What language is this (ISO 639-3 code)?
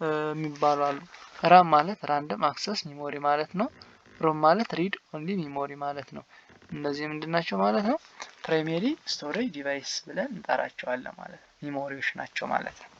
amh